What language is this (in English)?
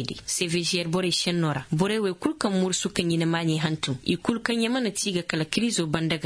Zarma